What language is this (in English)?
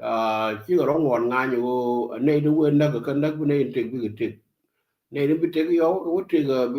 Nuer